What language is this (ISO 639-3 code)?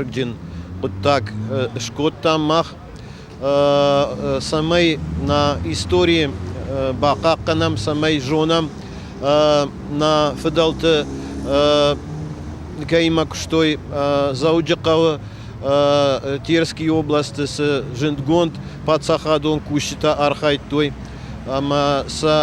oss